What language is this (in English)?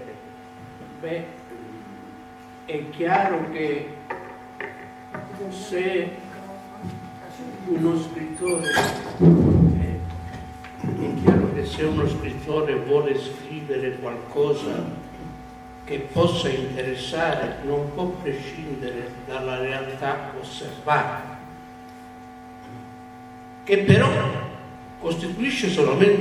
Italian